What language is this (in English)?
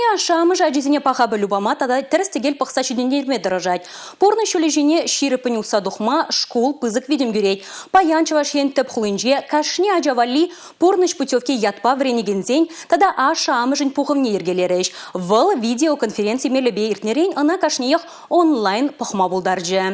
Chuvash